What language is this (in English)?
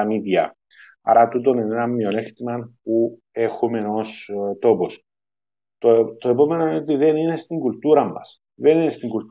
Greek